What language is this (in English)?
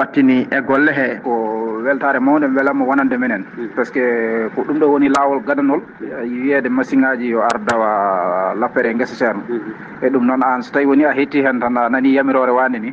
Fula